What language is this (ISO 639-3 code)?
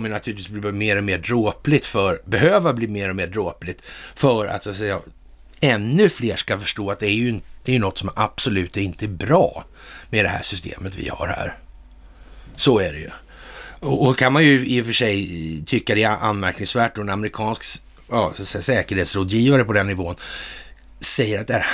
swe